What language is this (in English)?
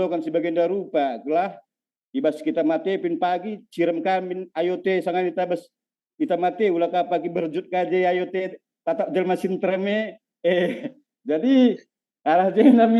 Batak Karo